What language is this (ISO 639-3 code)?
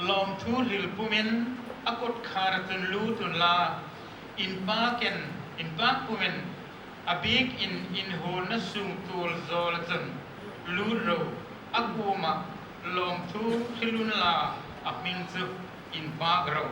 hmr